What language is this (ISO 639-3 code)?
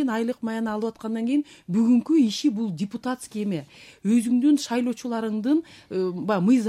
kir